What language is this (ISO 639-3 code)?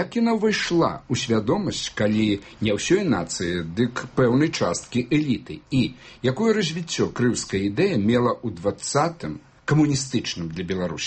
bel